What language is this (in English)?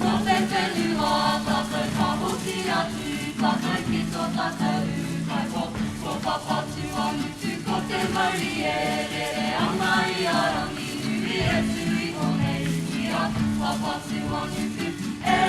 Māori